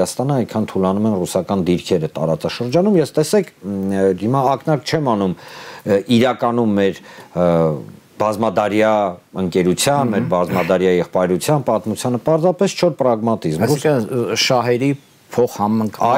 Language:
Armenian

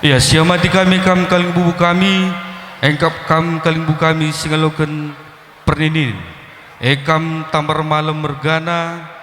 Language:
Batak Karo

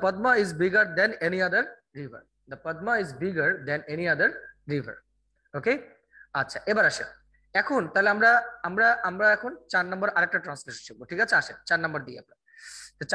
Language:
Bangla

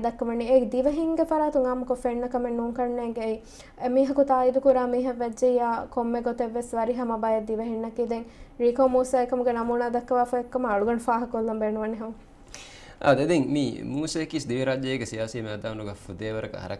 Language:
Divehi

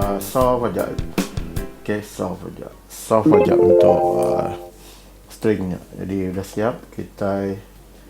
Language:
Iban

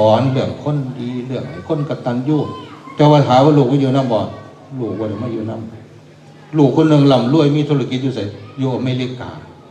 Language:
Northeastern Thai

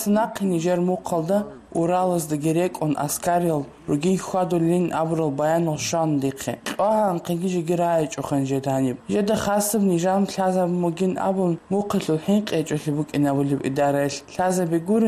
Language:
Avaric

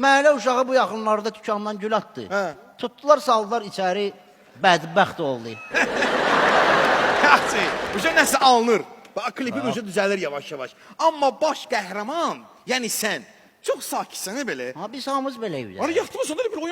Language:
Azerbaijani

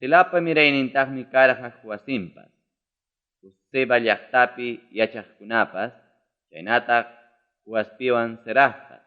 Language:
Ayacucho Quechua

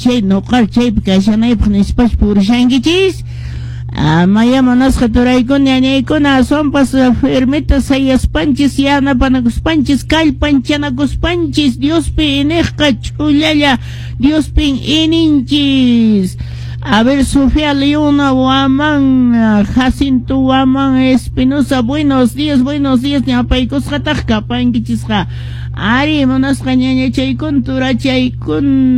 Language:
Quechua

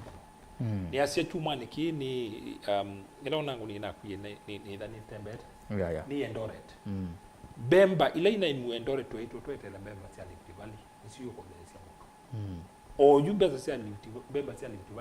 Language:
Kamba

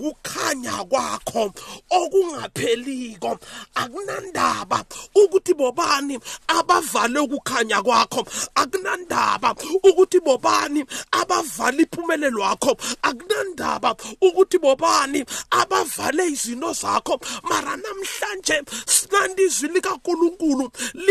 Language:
South Ndebele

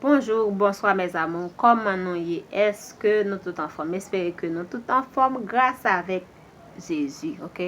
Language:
Haitian Creole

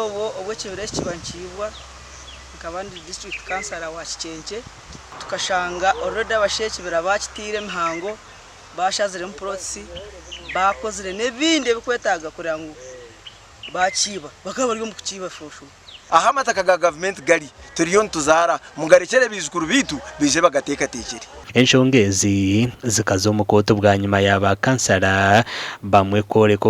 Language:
Nyankole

